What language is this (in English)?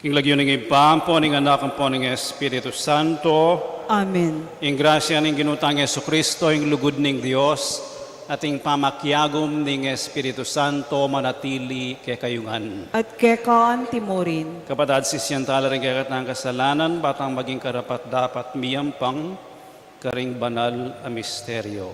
Pampanga